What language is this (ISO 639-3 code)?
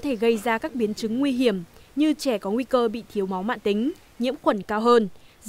vie